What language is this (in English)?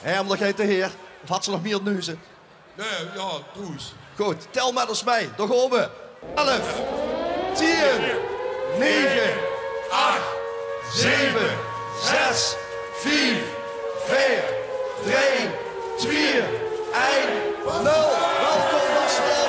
Limburgish